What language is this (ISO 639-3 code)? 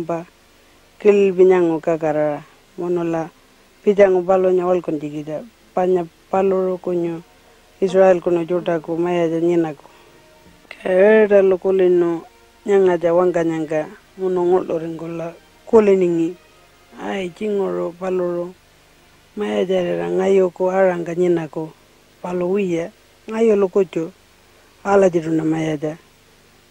pjt